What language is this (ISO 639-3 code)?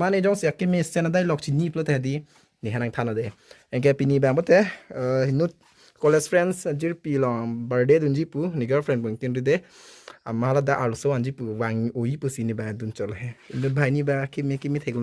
mjw